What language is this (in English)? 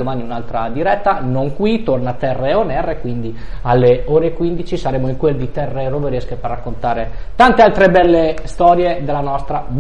Italian